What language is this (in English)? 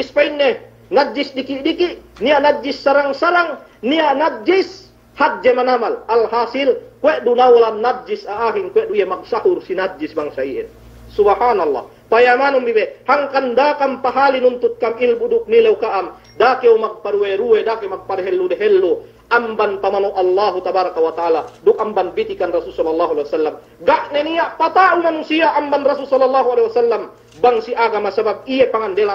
Yakan